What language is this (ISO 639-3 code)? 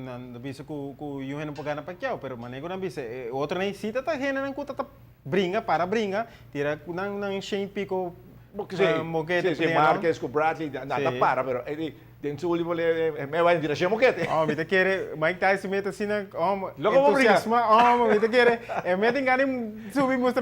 pap